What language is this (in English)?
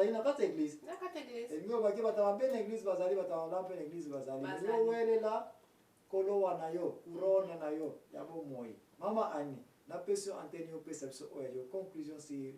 Lingala